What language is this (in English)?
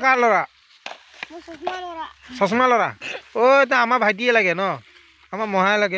Assamese